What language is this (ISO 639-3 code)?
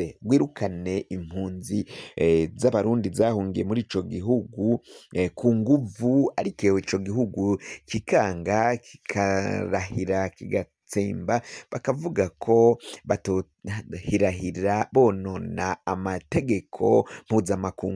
run